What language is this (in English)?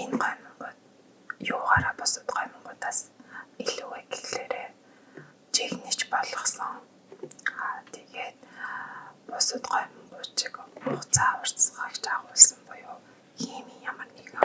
Mongolian